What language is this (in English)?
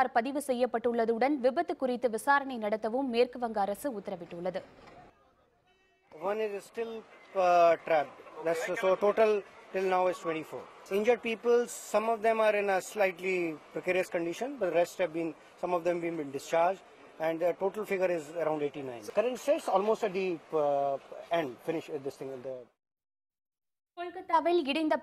Tamil